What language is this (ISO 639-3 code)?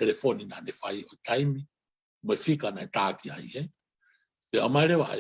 ton